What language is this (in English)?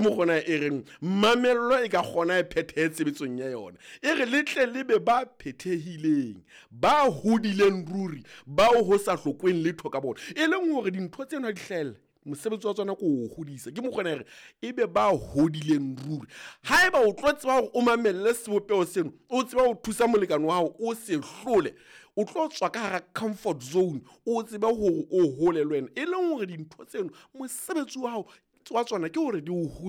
Southern Sotho